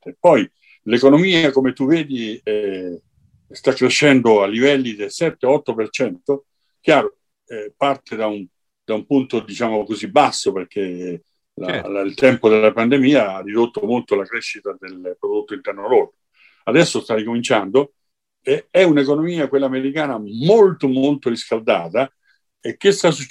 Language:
Italian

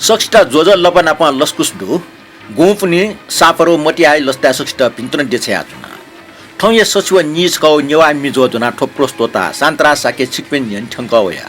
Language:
Newari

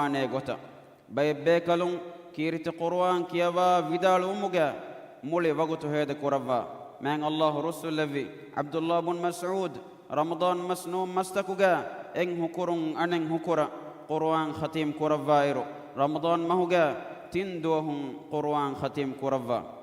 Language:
Divehi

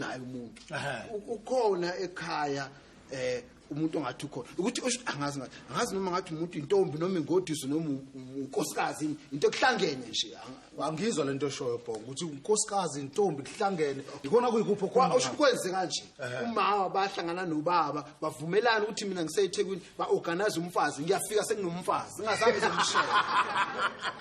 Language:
Zulu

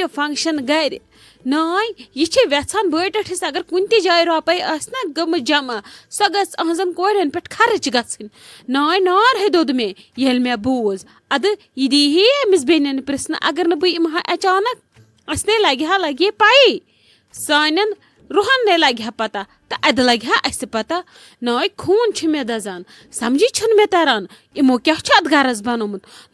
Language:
Kashmiri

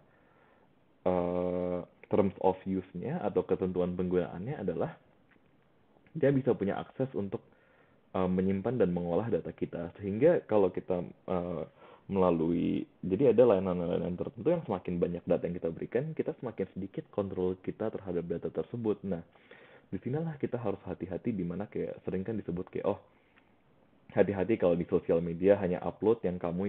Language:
Indonesian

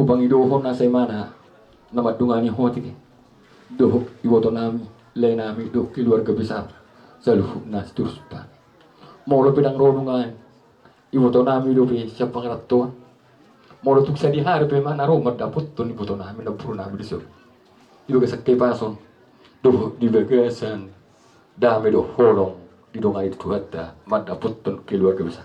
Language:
Batak Toba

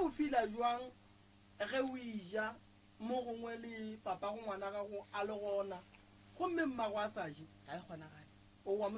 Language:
Northern Sotho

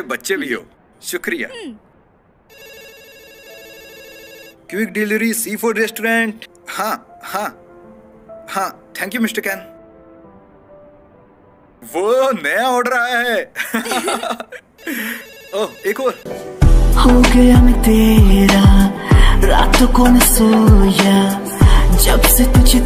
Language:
Hindi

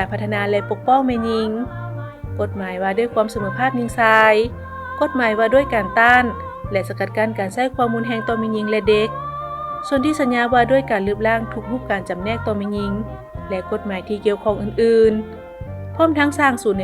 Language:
Lao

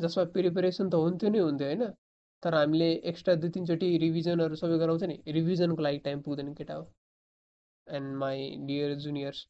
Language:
Nepali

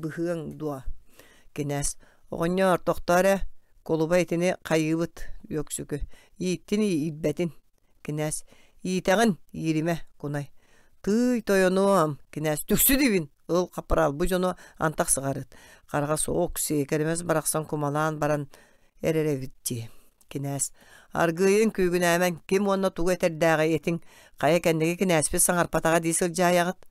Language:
Yakut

